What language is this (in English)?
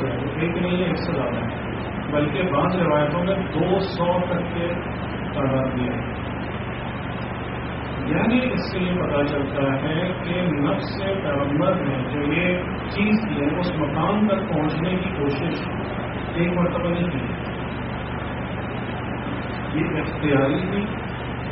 Urdu